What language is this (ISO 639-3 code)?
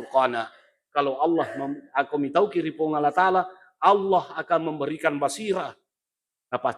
bug